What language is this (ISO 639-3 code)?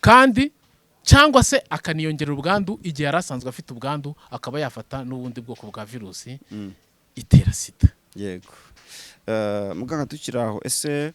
kin